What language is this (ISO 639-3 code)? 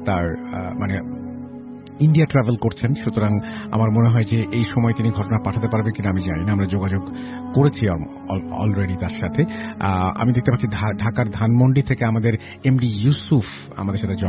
ben